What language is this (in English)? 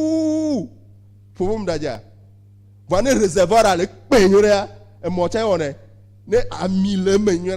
Ewe